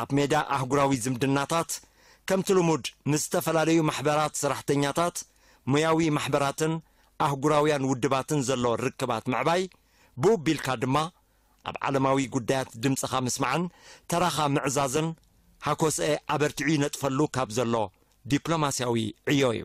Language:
Tigrinya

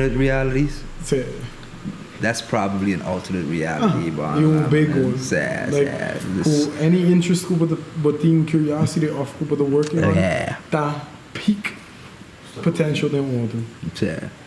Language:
Papiamento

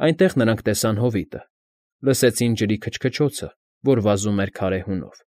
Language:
Armenian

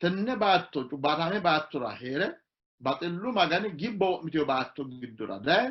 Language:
Sidamo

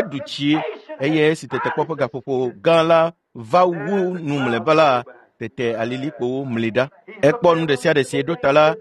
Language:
Ewe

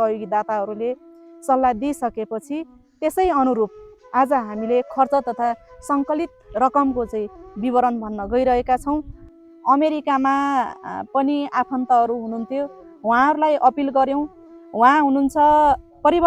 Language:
Nepali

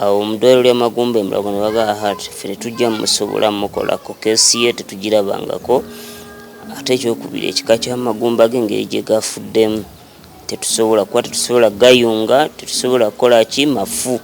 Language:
Ganda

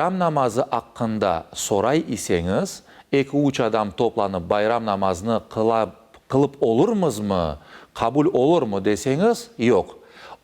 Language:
Crimean Tatar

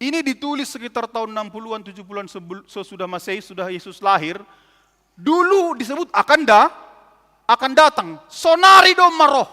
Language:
Batak Simalungun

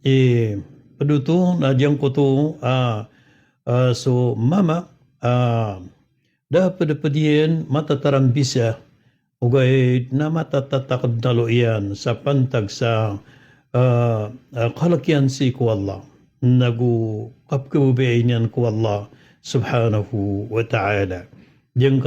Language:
Maranao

